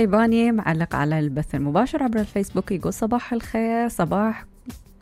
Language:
Mesopotamian Arabic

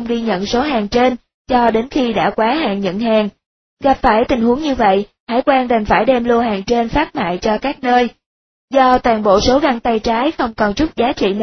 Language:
Vietnamese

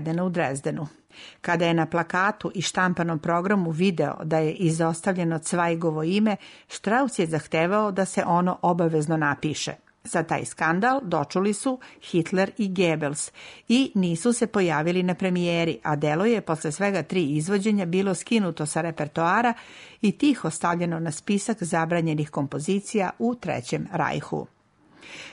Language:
Serbian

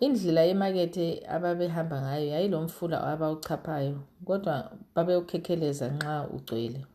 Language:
North Ndebele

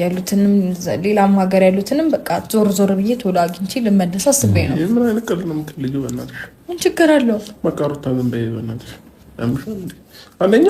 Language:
Amharic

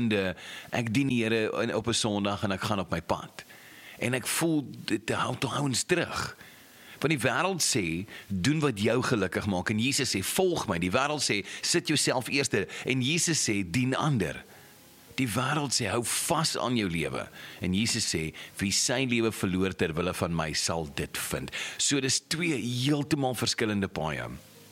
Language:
Afrikaans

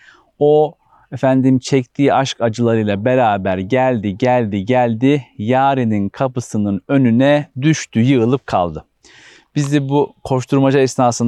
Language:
Turkish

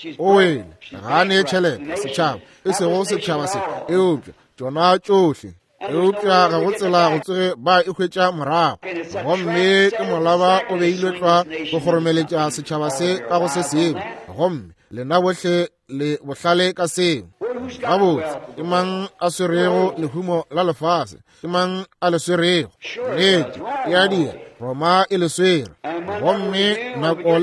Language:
Northern Sotho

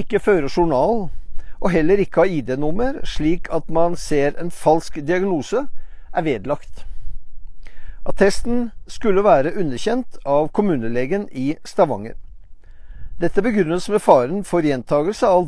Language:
Norwegian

